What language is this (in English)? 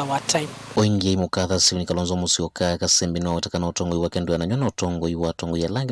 Kamba